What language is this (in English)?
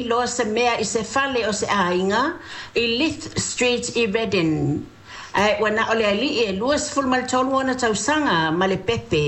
Samoan